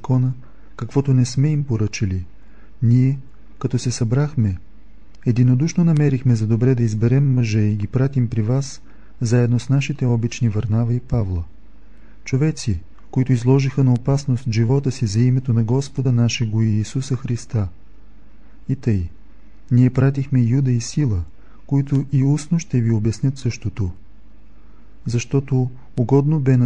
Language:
Bulgarian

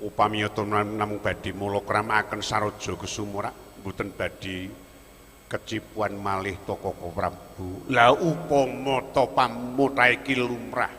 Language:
Javanese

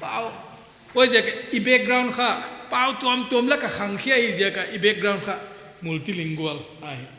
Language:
Paite Chin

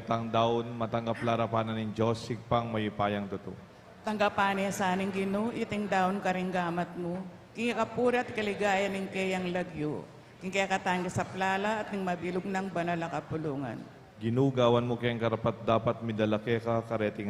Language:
Pampanga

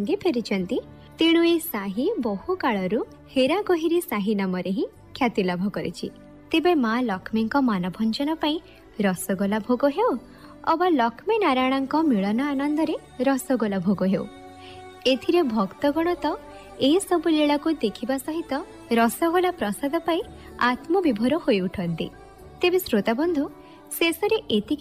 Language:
Odia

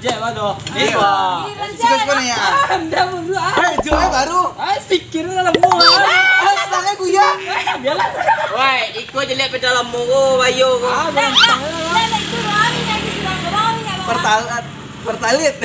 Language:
Minangkabau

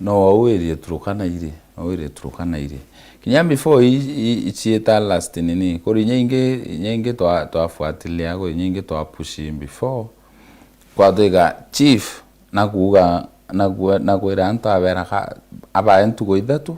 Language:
Meru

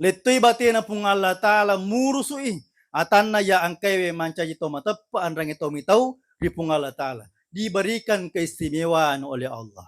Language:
Buginese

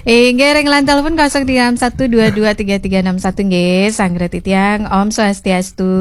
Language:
Balinese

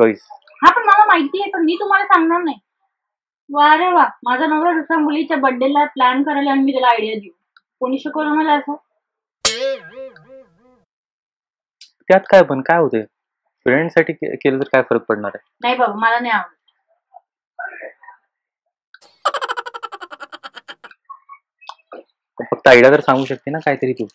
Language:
Marathi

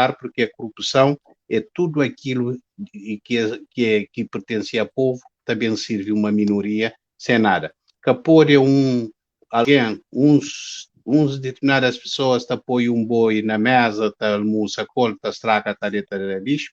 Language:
Kabuverdianu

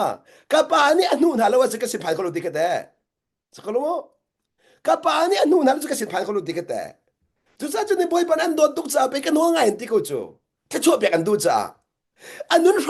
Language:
Hakha Chin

